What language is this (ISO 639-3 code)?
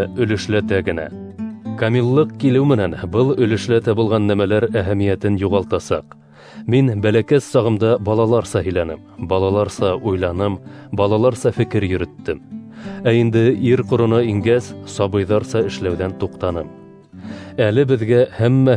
bak